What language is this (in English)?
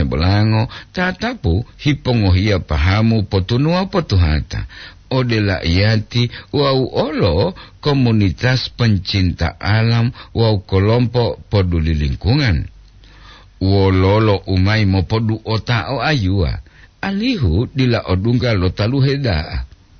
Gorontalo